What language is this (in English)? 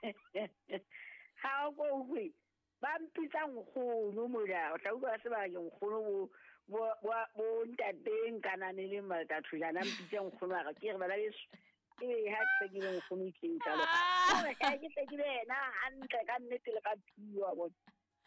Southern Sotho